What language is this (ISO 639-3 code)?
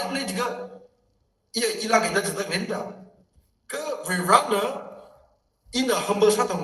nmf